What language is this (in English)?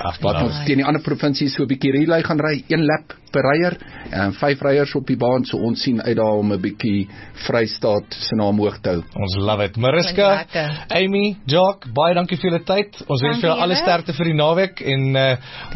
Afrikaans